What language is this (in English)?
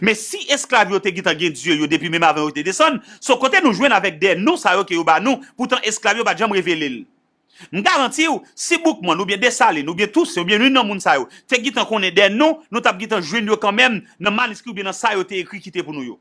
Haitian Creole